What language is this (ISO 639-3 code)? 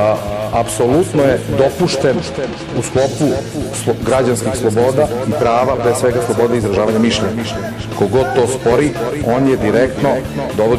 srp